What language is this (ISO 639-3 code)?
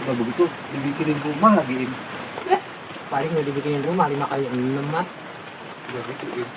bew